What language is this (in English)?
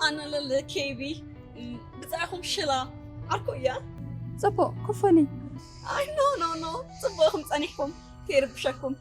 Tigrinya